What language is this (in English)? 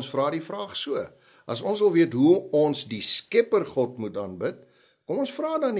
Afrikaans